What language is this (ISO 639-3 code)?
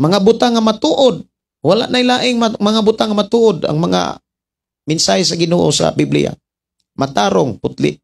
ceb